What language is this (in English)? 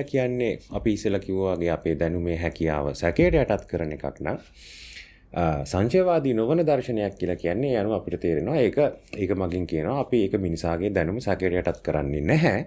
Sinhala